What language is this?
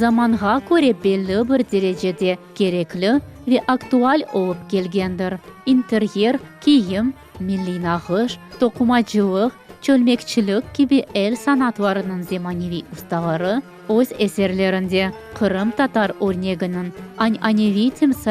Crimean Tatar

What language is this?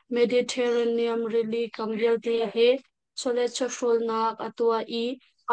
Hakha Chin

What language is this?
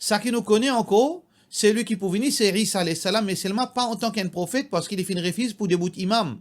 Morisyen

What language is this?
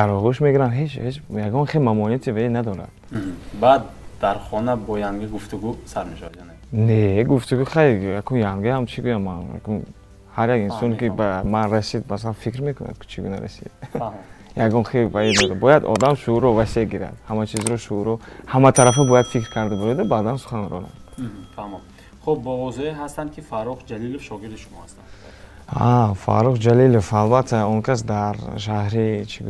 Tajik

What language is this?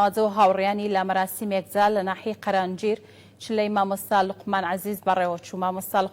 Central Kurdish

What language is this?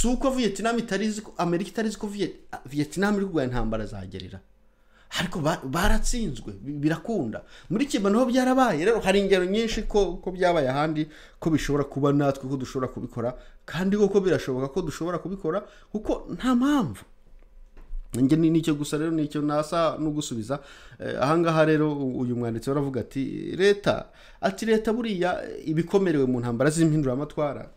Kinyarwanda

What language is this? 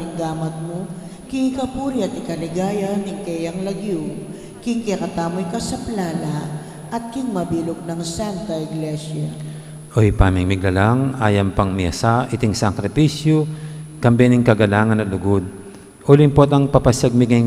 Pampanga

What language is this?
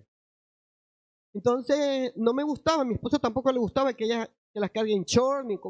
Spanish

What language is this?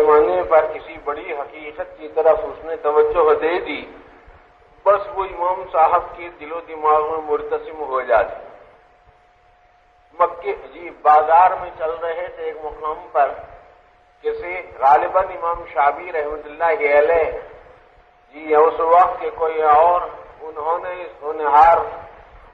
Urdu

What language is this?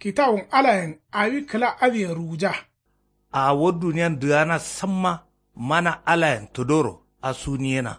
Kanuri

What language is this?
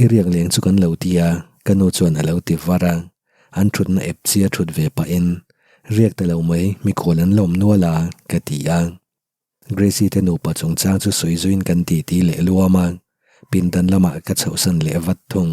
Mizo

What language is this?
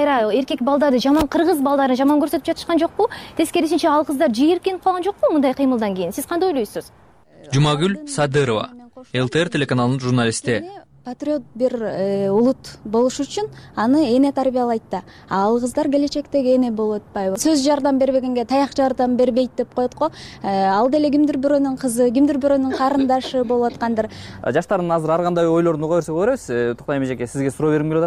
Kyrgyz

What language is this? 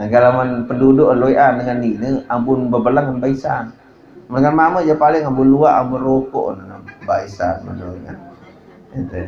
Sasak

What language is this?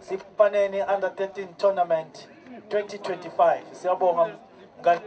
Swati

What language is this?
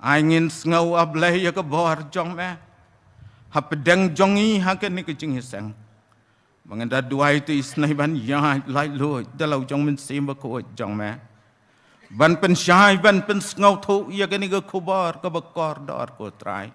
Khasi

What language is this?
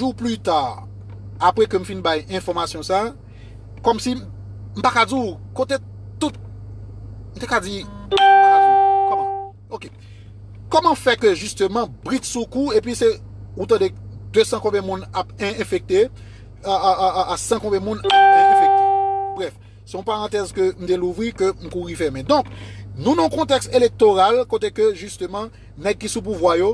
Haitian Creole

